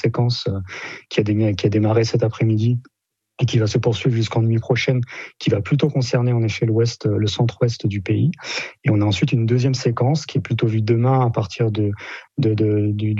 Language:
French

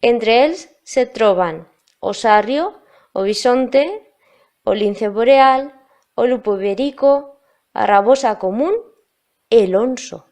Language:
Aragonese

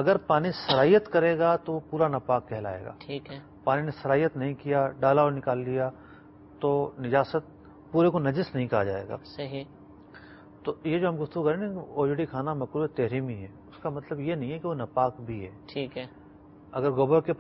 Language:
Urdu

